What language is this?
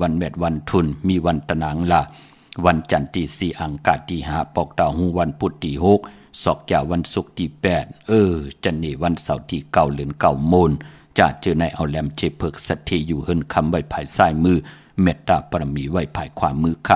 Shan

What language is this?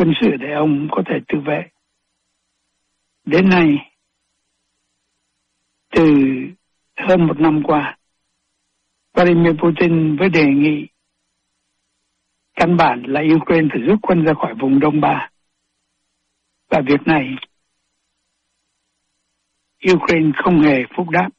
Vietnamese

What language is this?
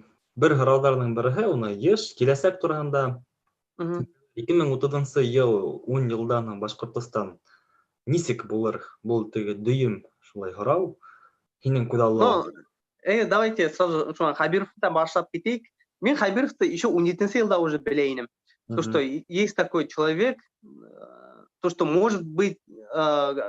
Bashkir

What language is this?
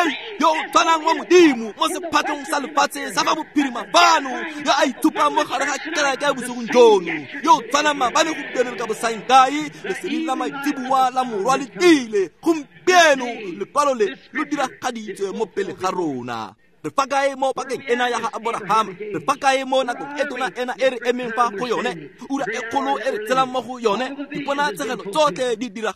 Tswana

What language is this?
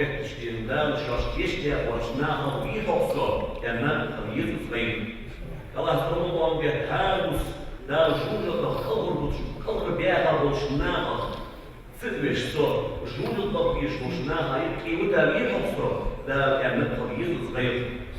Ingush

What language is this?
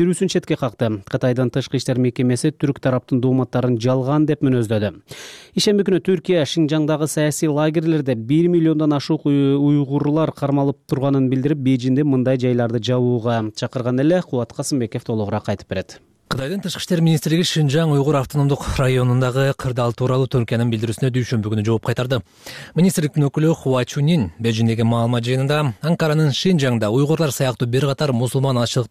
Kyrgyz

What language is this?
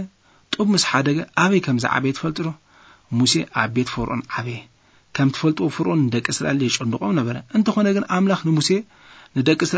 Tigrinya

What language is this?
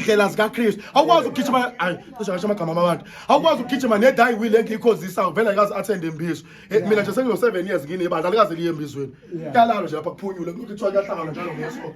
Zulu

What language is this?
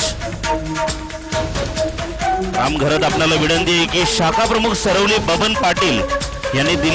Marathi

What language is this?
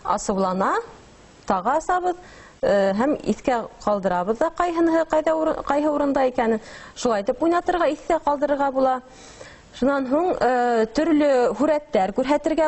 Bashkir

